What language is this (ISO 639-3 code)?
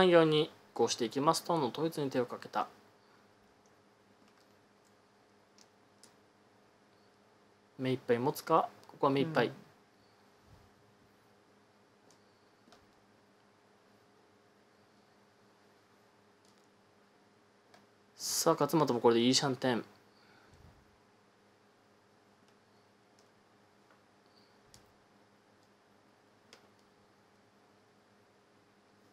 jpn